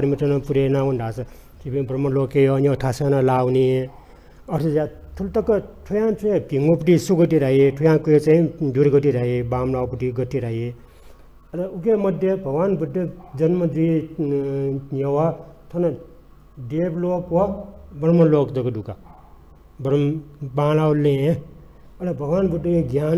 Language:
Newari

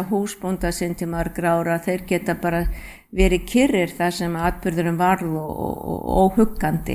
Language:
Icelandic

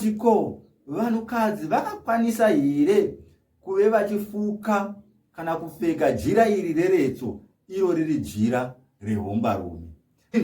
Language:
Shona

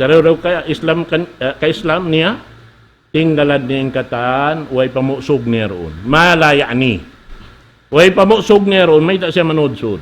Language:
Tausug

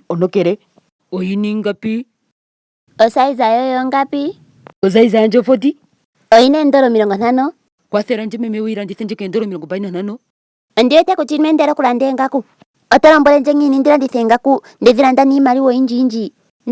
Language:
Ndonga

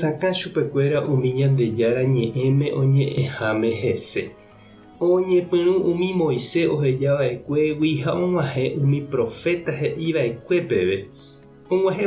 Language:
Guarani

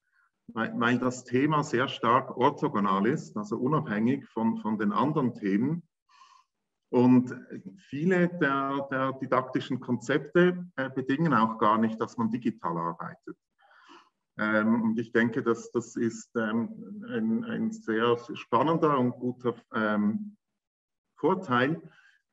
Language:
German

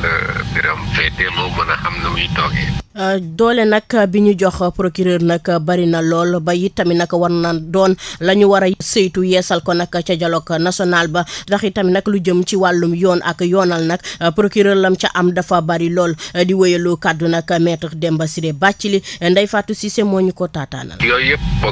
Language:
Wolof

